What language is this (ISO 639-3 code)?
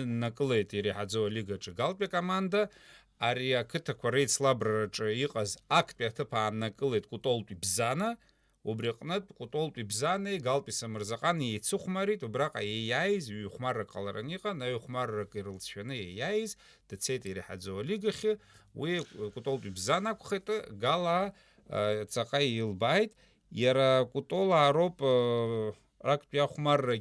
abk